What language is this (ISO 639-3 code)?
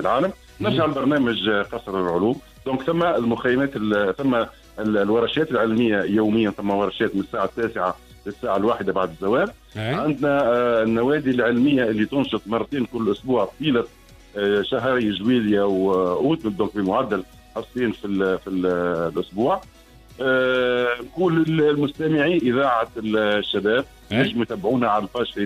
aeb